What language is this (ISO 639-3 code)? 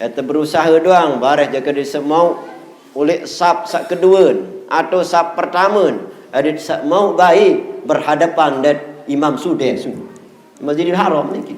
sas